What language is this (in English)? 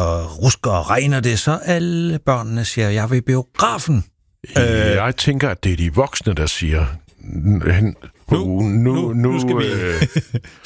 Danish